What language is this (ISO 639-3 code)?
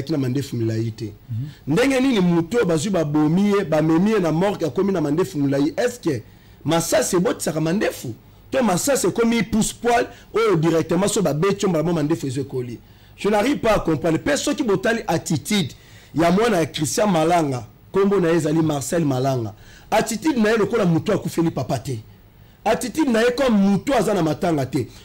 lin